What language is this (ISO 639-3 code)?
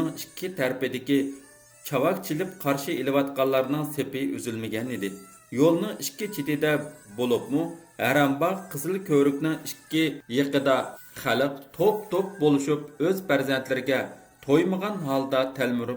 uig